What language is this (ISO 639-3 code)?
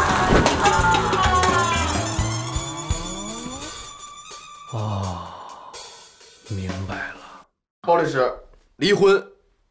zho